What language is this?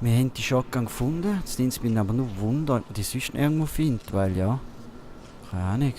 Swiss German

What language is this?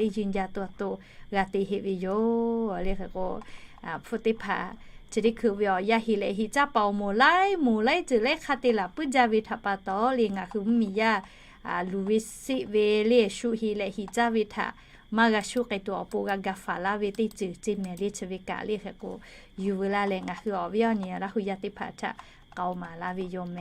Lahu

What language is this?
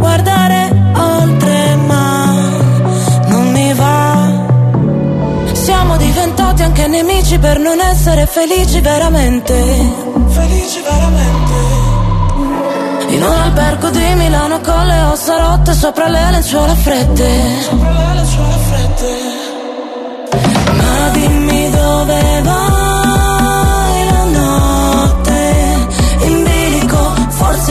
Italian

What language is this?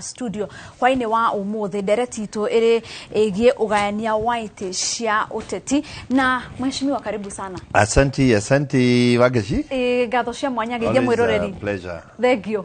Kikuyu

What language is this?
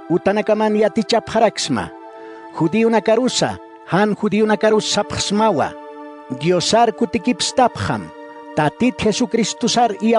Aymara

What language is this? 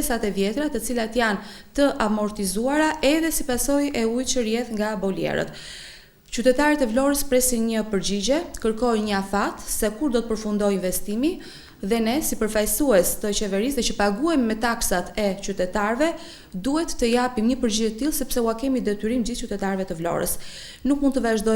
Albanian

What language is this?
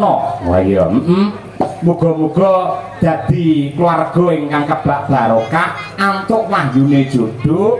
Javanese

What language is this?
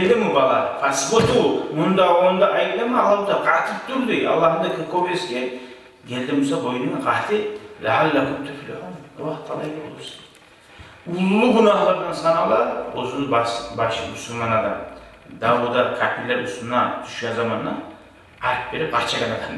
Kumyk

